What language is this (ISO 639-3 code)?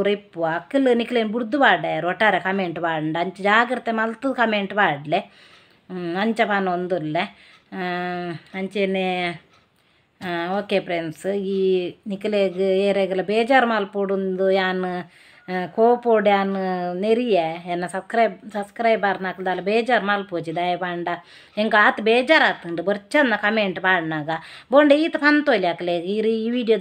tcy